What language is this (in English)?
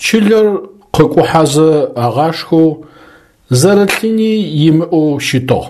Adyghe